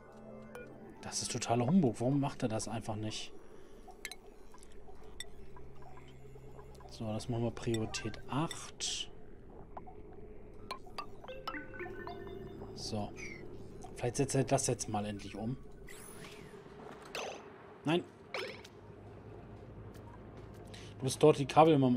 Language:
German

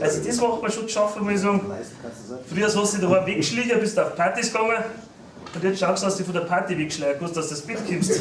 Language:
Bavarian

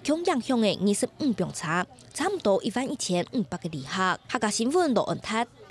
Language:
Hakka Chinese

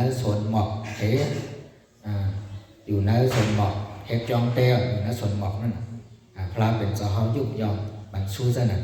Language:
Shan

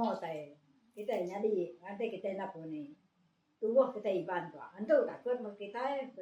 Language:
Iban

